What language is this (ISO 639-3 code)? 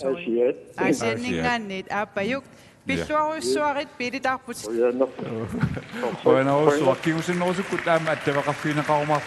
kal